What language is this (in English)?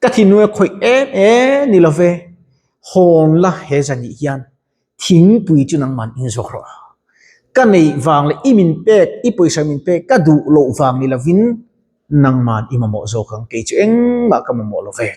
Mizo